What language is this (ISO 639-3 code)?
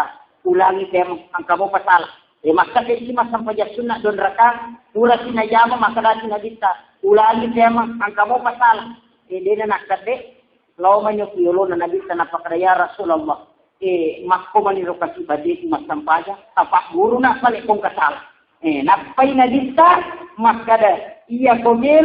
bug